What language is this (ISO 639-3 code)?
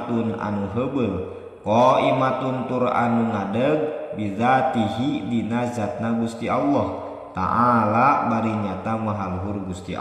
sun